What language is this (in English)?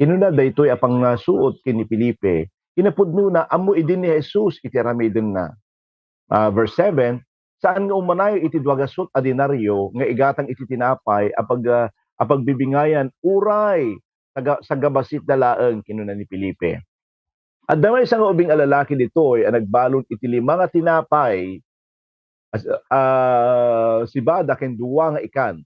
Iloko